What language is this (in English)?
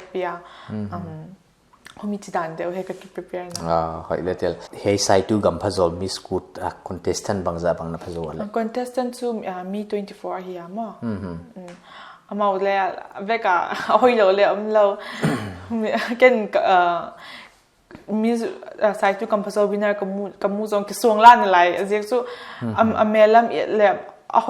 Paite Chin